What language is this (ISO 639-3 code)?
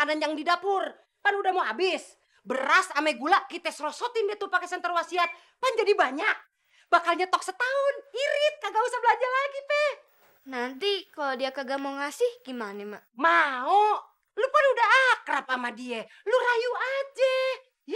bew